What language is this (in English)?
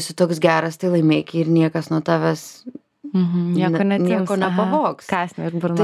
Lithuanian